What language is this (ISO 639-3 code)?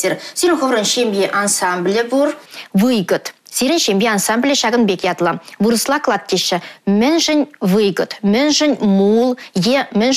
chv